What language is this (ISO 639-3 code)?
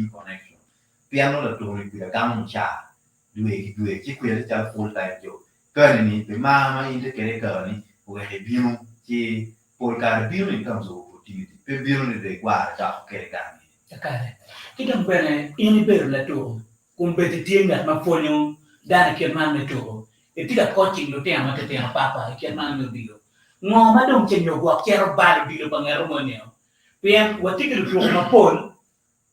ach